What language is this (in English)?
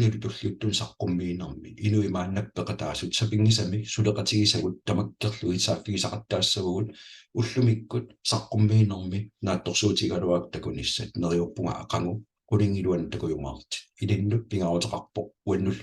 Kalaallisut